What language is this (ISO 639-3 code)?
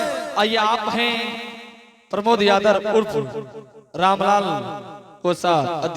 anp